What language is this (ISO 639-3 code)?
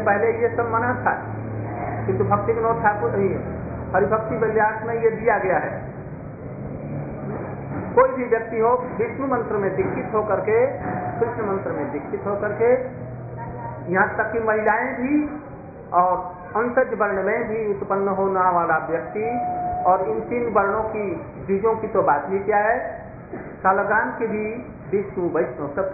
hin